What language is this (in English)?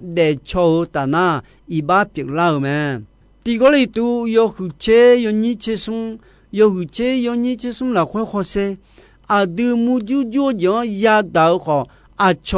Akha